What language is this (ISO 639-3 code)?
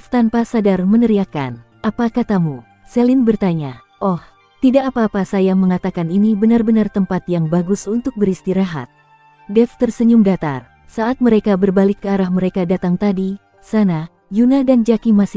ind